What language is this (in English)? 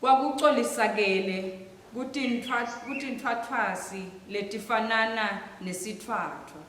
Swati